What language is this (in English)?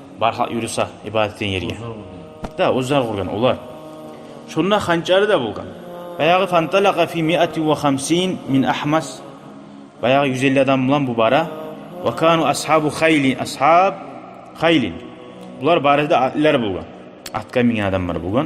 Kumyk